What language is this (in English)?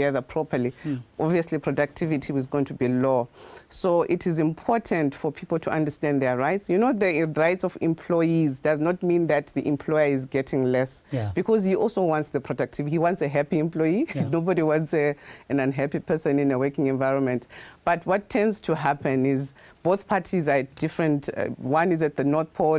Tswana